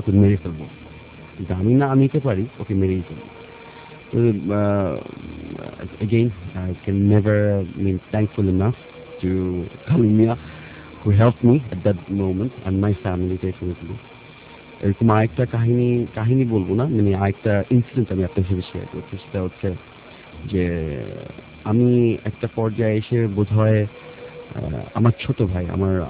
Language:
Bangla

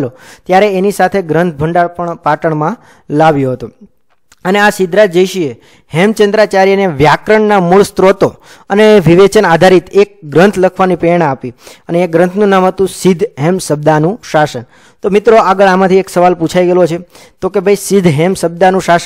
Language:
Gujarati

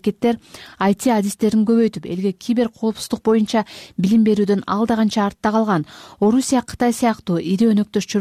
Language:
Kyrgyz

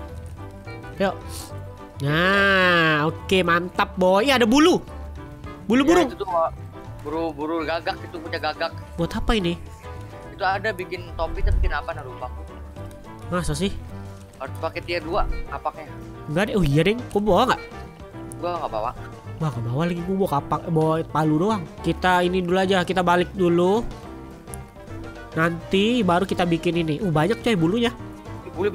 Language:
Indonesian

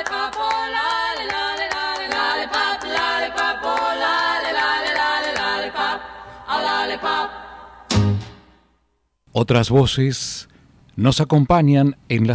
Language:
Spanish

